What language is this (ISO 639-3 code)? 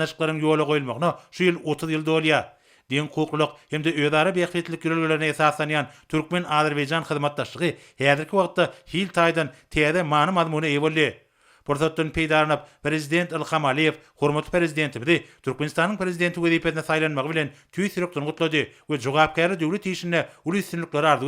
tuk